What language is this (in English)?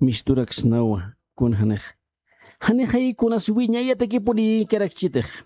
Aymara